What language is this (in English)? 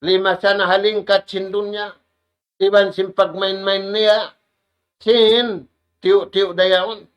Tausug